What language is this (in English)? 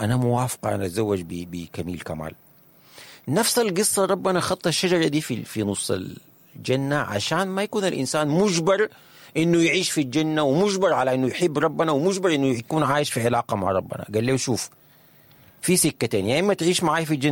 Sudanese Arabic